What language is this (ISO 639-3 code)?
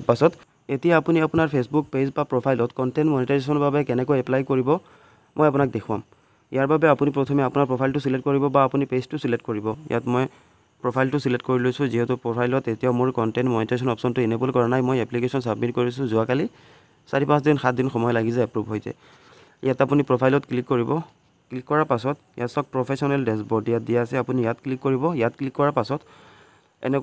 asm